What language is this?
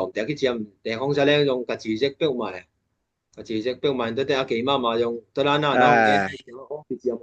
Tedim Chin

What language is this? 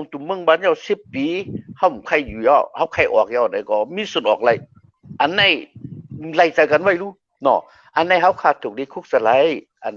Shan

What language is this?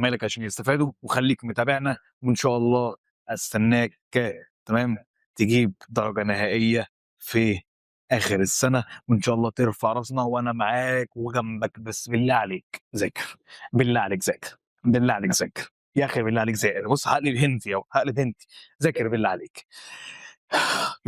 Egyptian Arabic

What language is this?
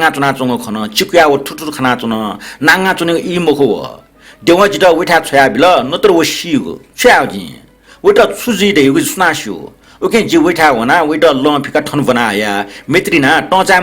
Newari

